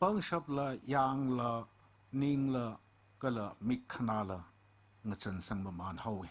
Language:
Tangkhul Naga (India)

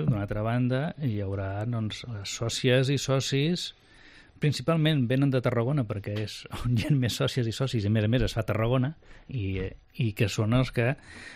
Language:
Catalan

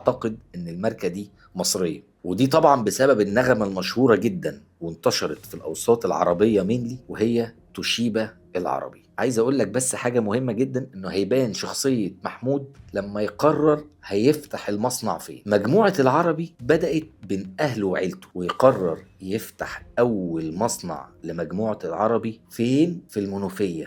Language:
Egyptian Arabic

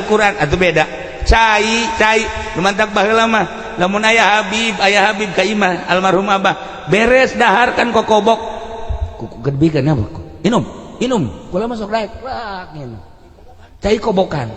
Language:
Sundanese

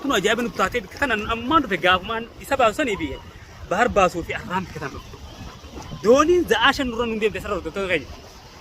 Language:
Oromo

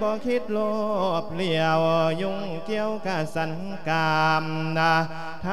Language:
Lao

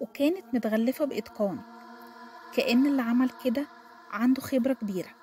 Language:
Egyptian Arabic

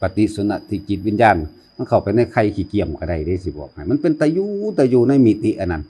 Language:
Northeastern Thai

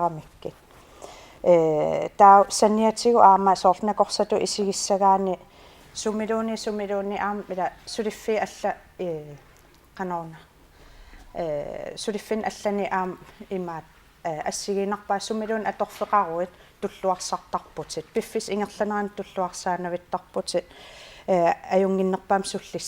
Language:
Kalaallisut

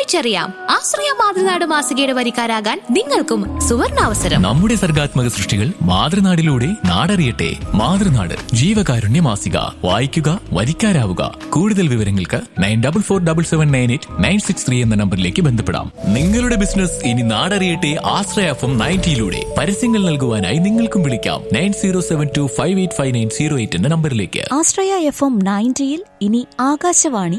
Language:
Malayalam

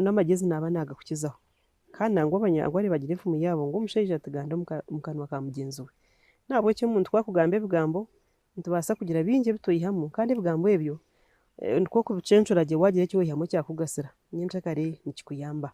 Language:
Nyankole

